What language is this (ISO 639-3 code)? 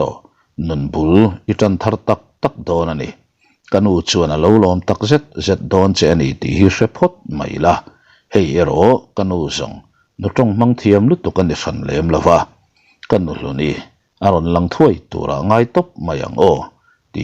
lus